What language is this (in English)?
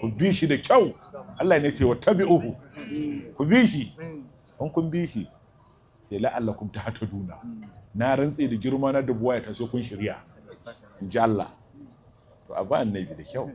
Hausa